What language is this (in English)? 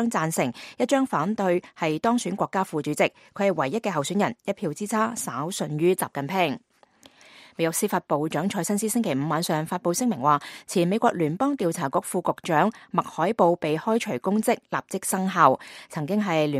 Cantonese